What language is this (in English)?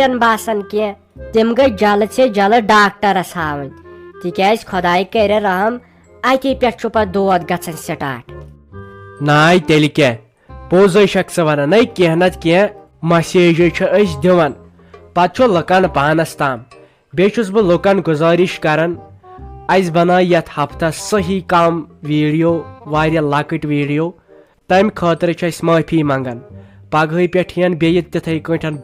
Kashmiri